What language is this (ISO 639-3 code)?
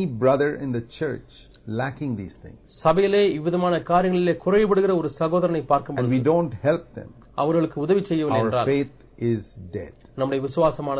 tam